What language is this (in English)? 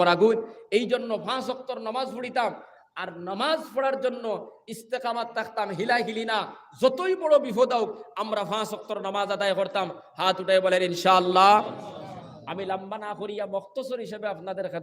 Sylheti